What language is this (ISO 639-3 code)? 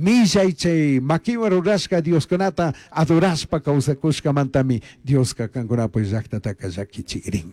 qug